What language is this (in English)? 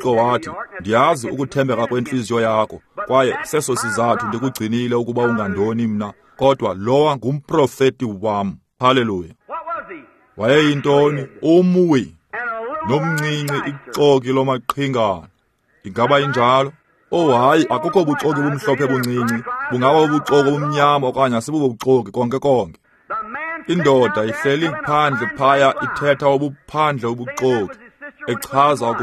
Xhosa